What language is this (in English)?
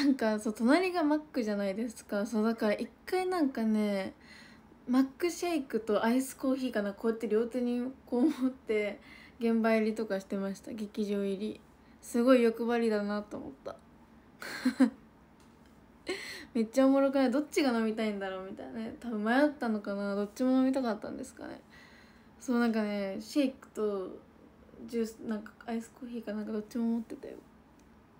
Japanese